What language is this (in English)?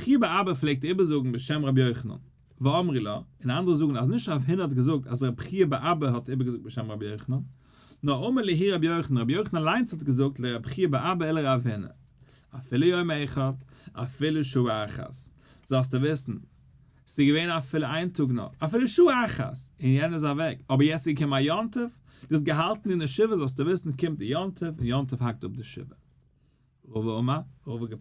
Yiddish